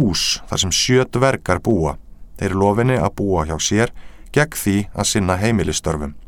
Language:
Icelandic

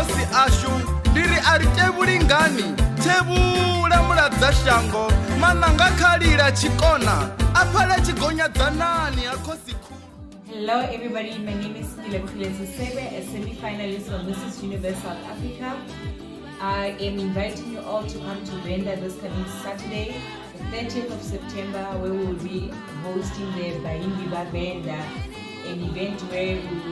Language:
Venda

